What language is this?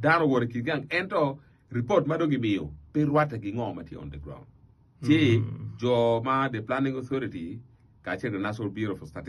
Acoli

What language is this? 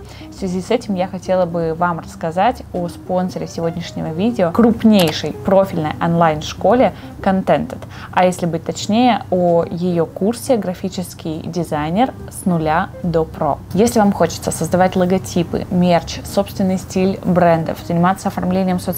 Russian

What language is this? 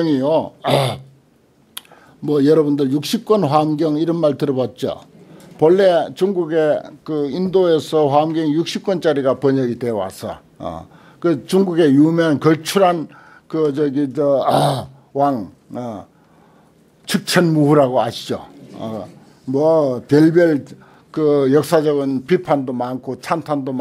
Korean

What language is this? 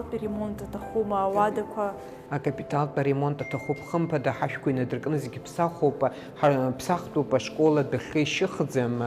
Abkhazian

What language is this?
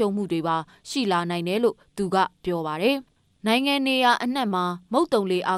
Burmese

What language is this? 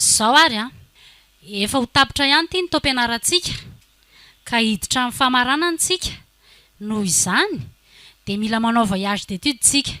Malagasy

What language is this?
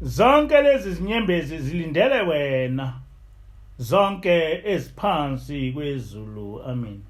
Zulu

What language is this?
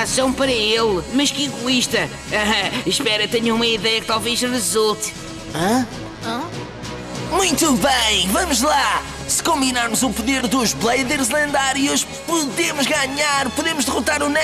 Portuguese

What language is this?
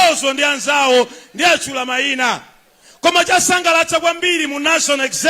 Nyanja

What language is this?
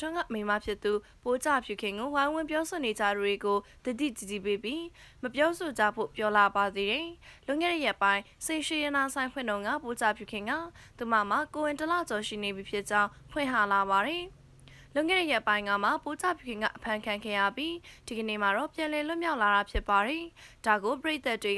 Burmese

